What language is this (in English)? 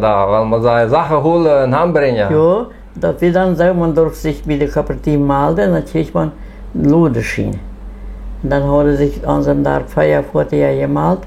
Plautdietsch